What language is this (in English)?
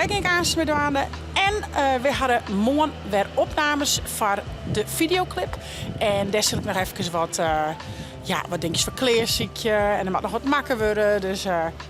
Western Frisian